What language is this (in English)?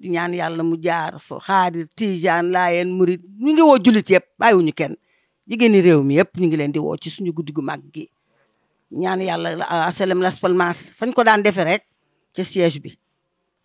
Wolof